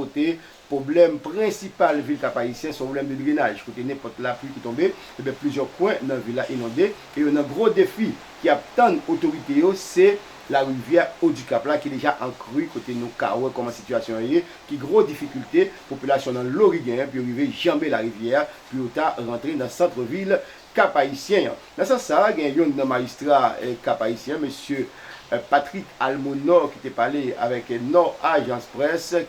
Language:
Haitian Creole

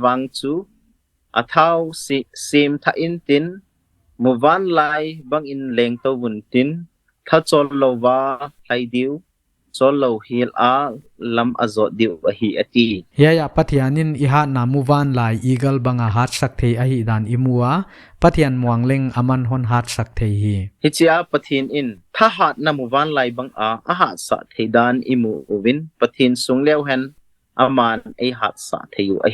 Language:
Paite Chin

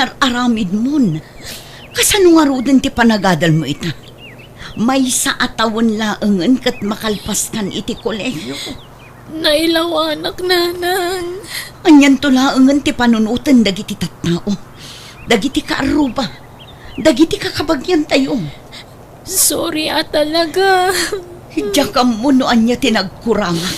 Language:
Iloko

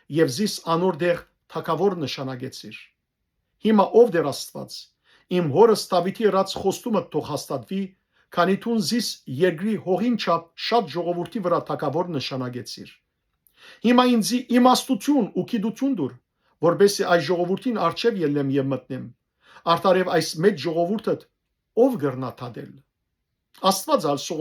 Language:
Western Armenian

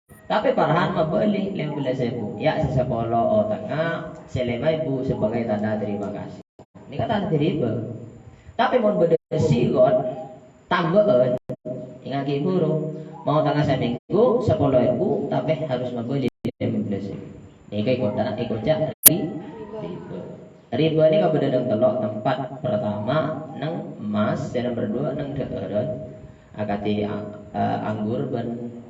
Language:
Madurese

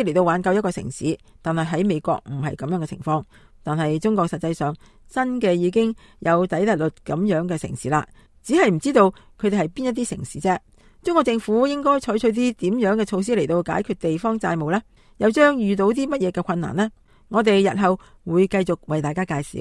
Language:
Cantonese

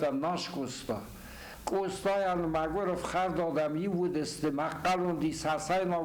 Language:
Ossetic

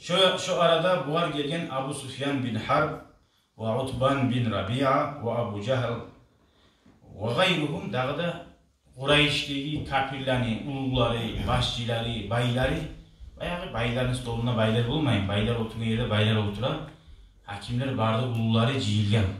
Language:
Kumyk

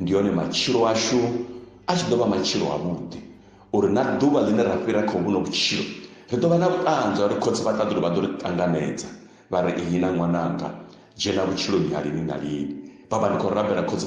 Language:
Venda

